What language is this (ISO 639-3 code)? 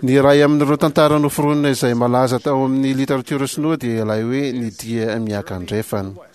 mlg